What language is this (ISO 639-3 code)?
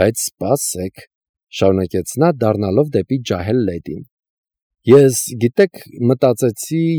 hye